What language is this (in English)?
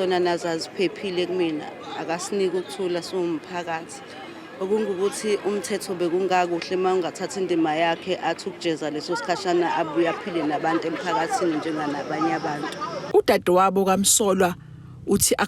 Zulu